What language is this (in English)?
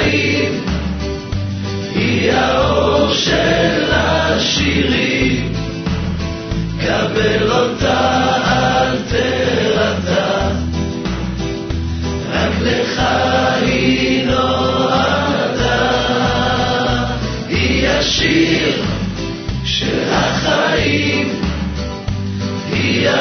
Hebrew